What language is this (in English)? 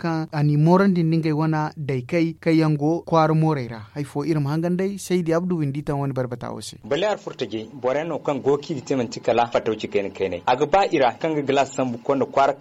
Zarma